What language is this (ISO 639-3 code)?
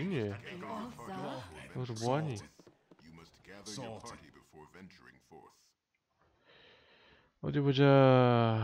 kor